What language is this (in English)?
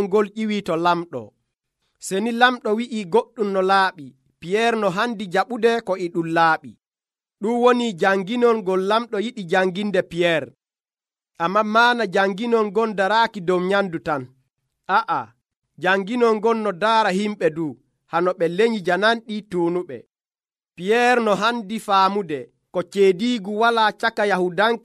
Nigerian Fulfulde